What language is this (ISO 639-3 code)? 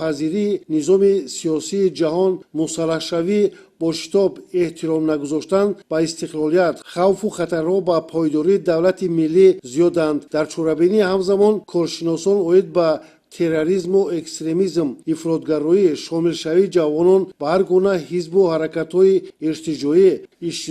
tgk